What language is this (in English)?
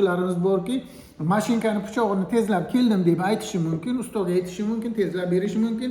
Uzbek